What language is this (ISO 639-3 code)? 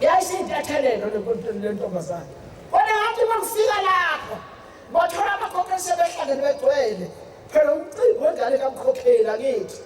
zul